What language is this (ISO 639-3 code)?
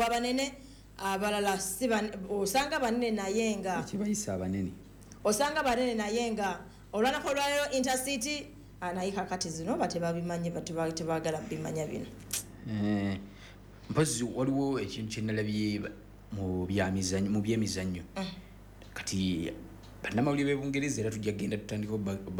lug